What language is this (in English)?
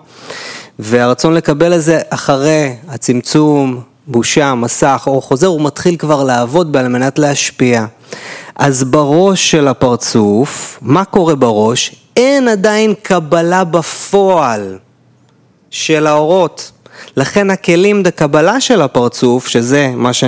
Hebrew